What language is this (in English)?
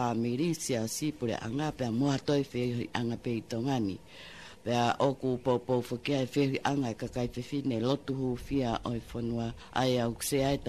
Tongan